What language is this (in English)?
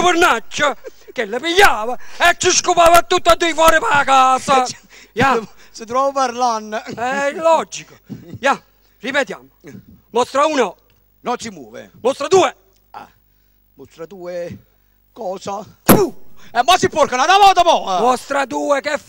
Neapolitan